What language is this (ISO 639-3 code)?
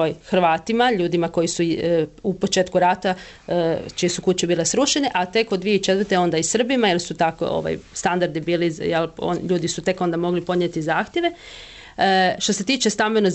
hrv